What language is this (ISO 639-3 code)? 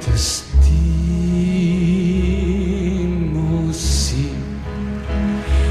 cat